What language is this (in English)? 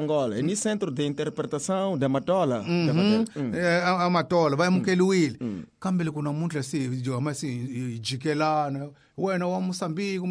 Tsonga